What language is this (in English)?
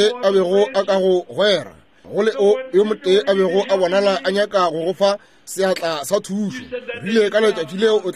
Northern Sotho